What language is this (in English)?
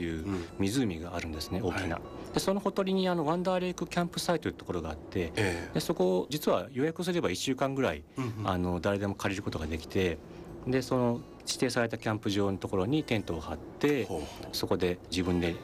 Japanese